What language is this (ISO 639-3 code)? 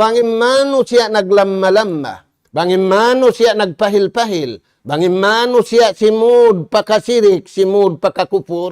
tsg